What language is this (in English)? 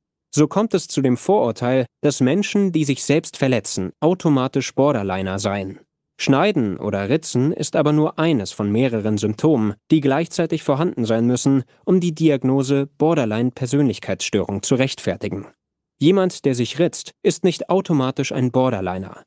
German